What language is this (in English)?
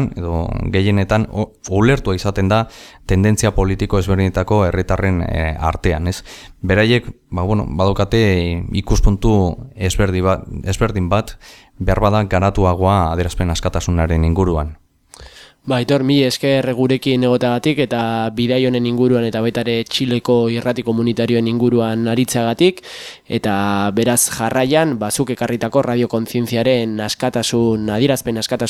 Basque